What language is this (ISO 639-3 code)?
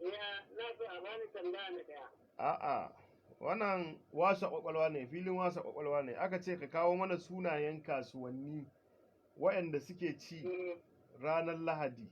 hau